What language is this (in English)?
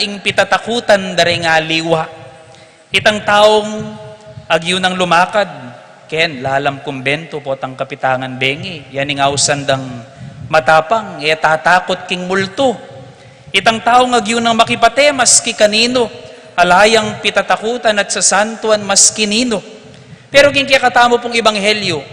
Pampanga